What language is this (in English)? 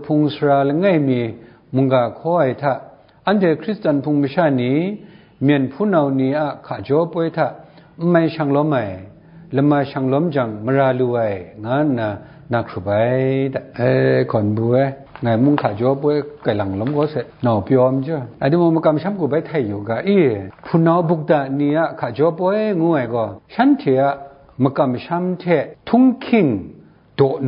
Kachin